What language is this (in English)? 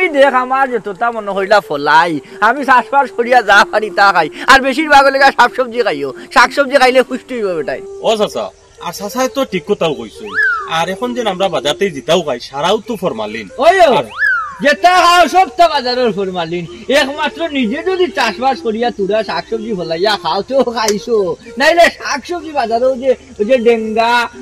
Sylheti